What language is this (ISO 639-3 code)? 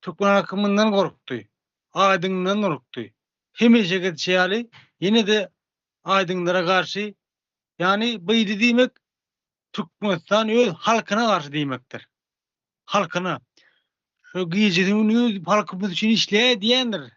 tuk